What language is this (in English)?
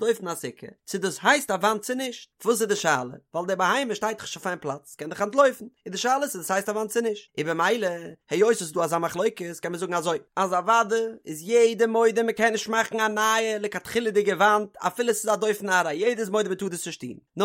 Yiddish